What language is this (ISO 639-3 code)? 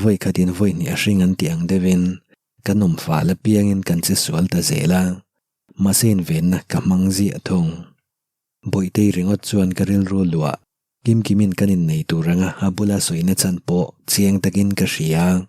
lus